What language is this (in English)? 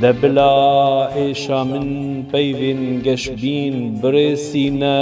Kurdish